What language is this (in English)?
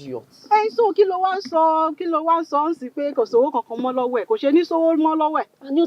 Yoruba